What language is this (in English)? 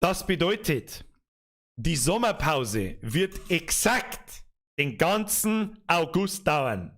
Bavarian